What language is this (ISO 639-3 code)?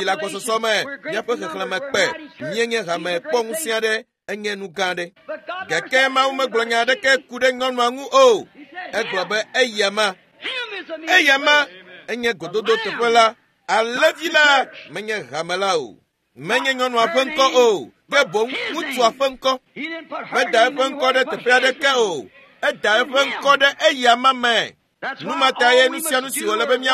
ewe